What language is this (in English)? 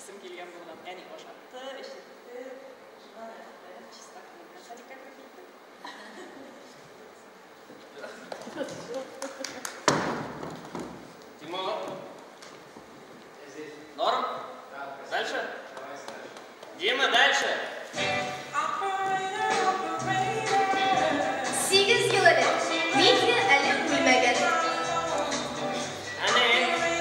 Tatar